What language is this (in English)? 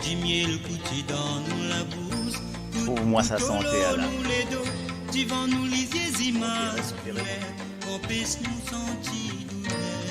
Morisyen